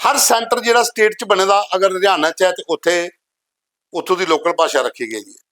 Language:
Dogri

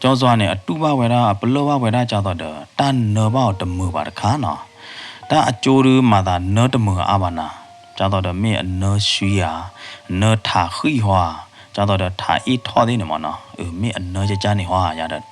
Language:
S'gaw Karen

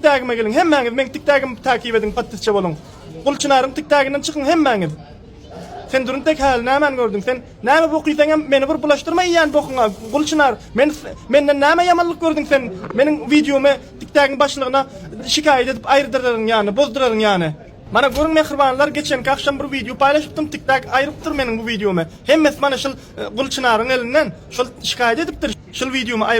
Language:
Turkmen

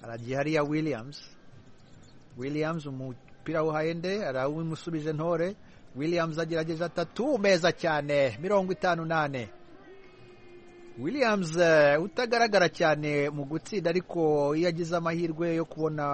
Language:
Kinyarwanda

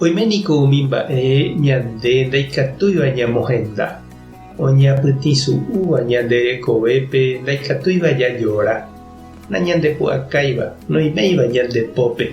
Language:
Guarani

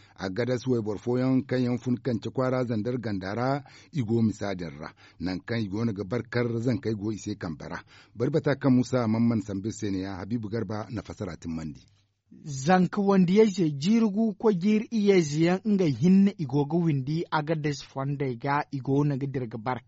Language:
Zarma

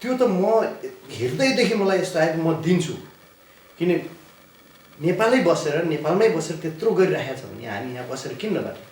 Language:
Nepali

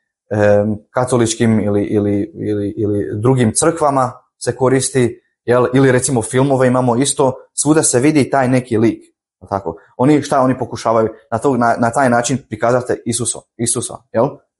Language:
Croatian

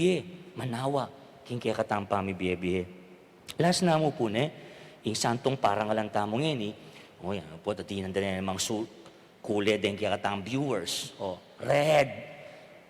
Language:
Pampanga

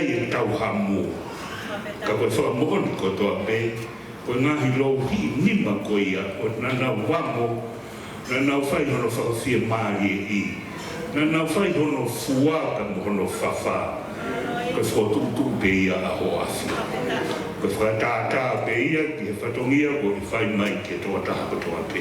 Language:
Tongan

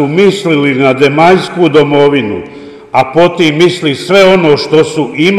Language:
Croatian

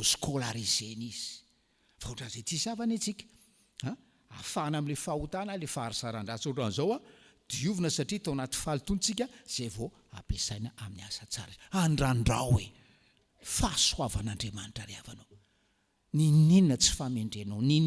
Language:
Malagasy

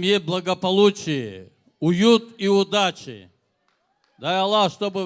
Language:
Tabassaran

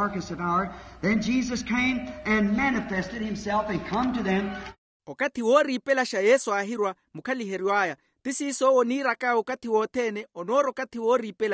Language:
Makhuwa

